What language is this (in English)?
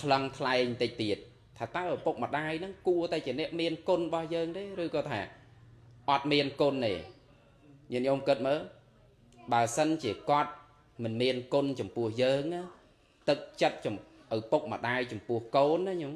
Khmer